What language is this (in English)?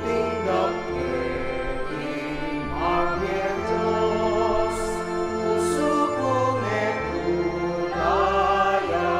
Pampanga